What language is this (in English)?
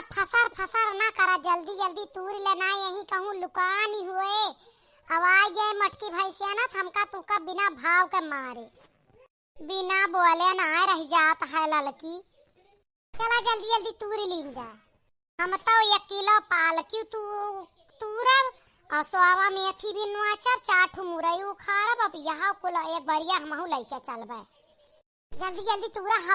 Awadhi